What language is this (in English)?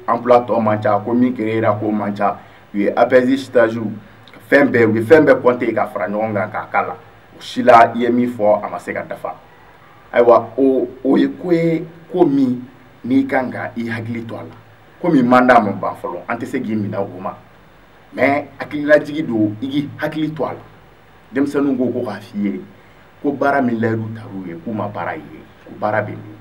Bambara